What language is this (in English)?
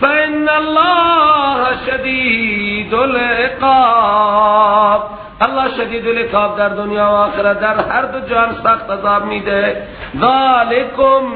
Persian